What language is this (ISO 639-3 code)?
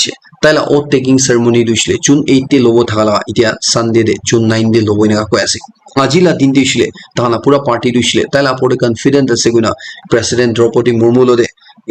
nag